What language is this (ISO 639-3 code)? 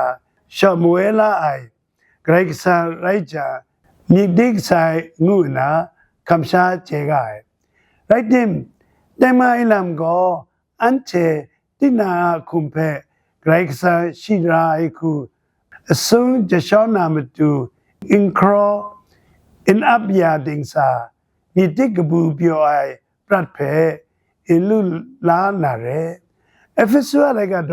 kac